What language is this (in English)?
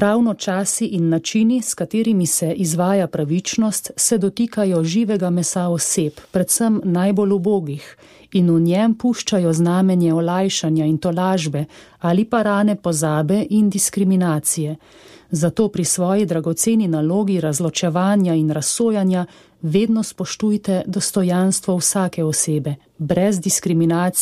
Slovenian